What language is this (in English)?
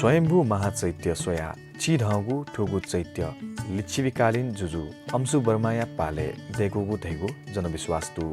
Newari